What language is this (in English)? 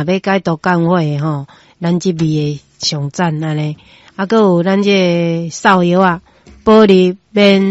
Min Nan Chinese